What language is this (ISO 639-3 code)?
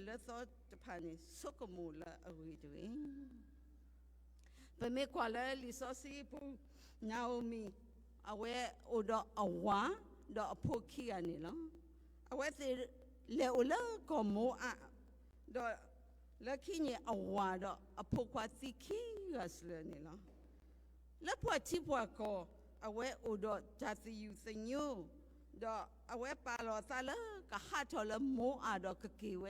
ksw